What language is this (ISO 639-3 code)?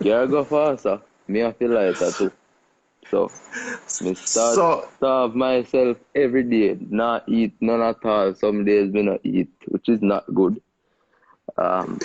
jam